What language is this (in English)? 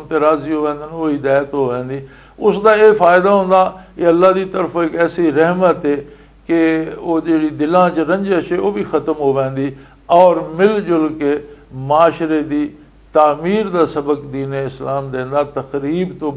Western Panjabi